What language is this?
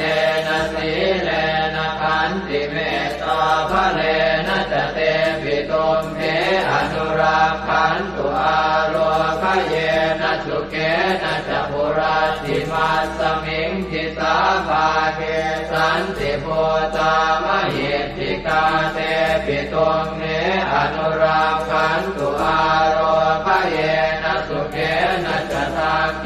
Pali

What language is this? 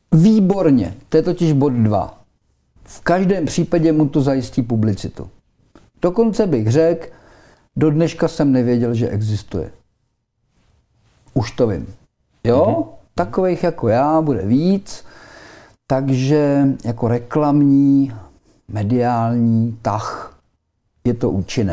Czech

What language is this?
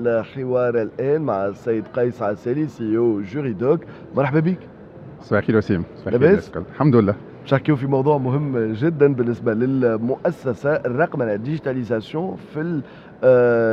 Tunisian Arabic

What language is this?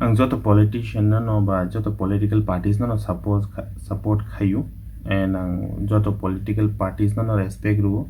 Kok Borok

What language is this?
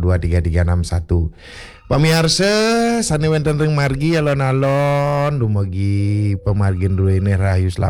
Balinese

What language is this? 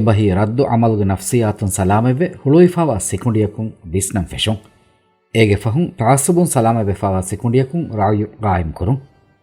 Divehi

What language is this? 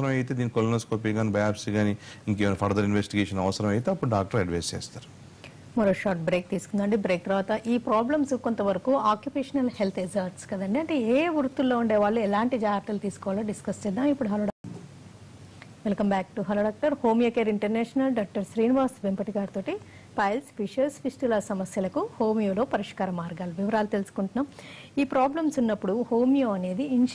Telugu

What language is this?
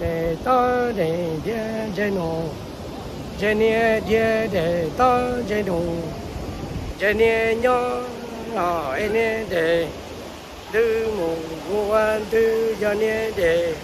Hmong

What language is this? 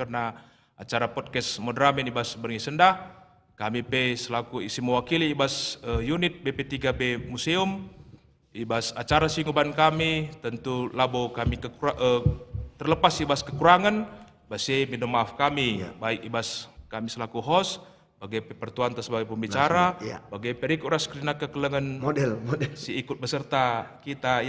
Batak Karo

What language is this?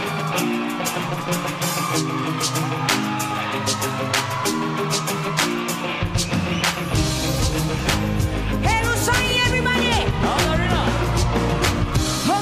Malay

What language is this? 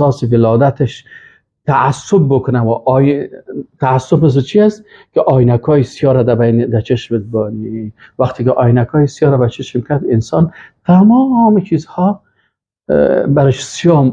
Persian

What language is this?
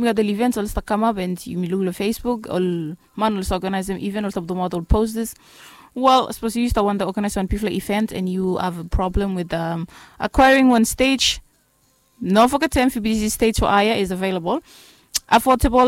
Bislama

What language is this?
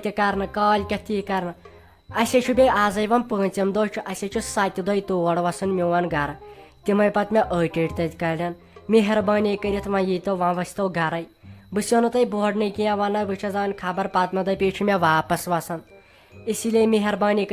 Kashmiri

